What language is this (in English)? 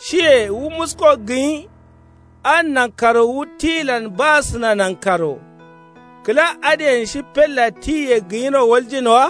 Kanuri